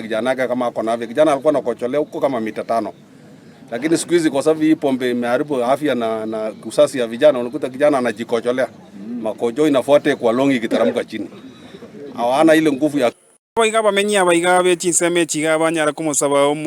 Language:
Gusii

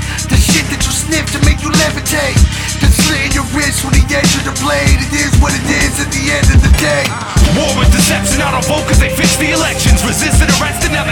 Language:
English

